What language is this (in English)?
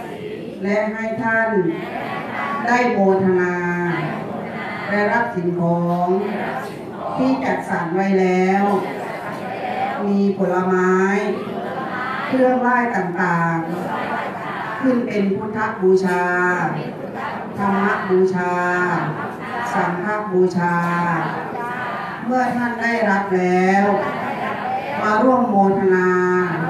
Thai